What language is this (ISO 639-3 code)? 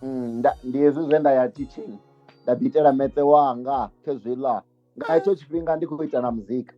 ven